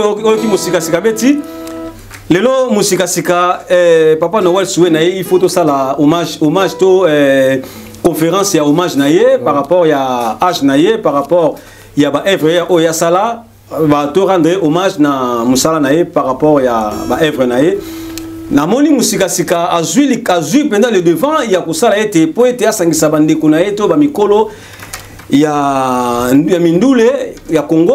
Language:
Lingala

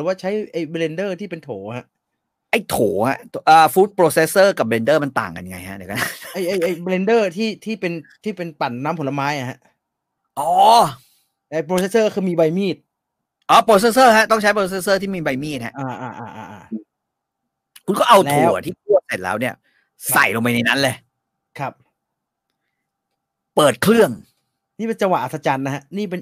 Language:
Thai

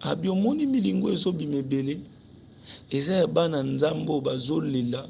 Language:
Lingala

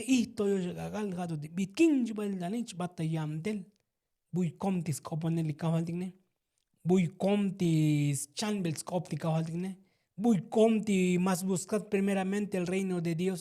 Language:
Tzotzil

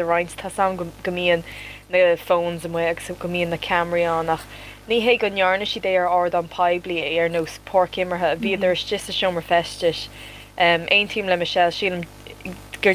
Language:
Irish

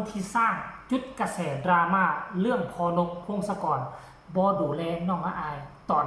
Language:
Northeastern Thai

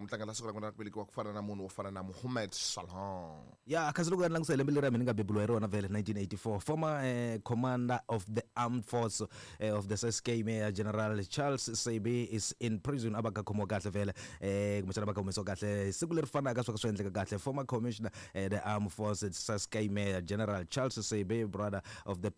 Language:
Tsonga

